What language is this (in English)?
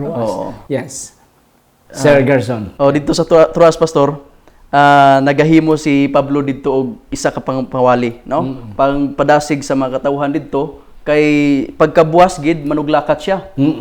Hiligaynon